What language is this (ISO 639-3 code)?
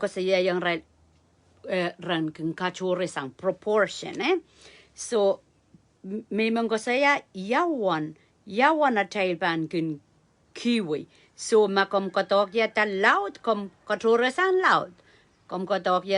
pon